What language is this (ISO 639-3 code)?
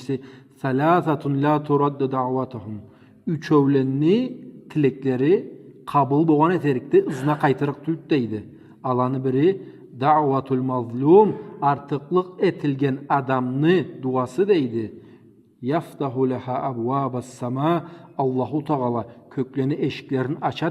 krc